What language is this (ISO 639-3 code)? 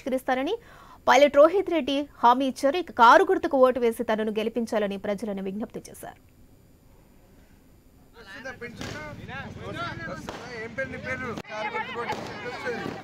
tel